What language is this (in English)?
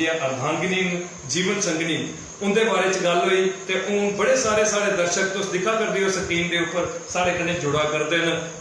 Dogri